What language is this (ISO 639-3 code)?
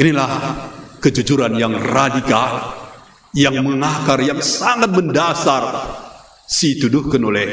btx